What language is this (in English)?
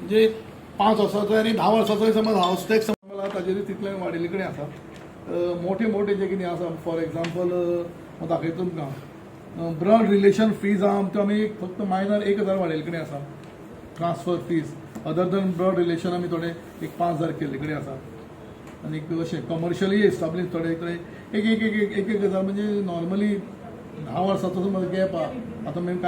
Konkani